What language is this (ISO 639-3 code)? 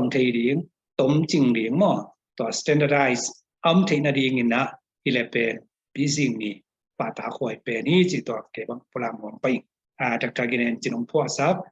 ctd